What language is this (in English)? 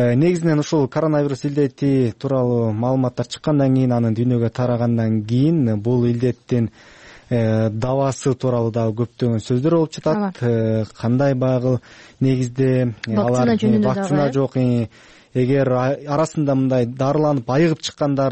Kyrgyz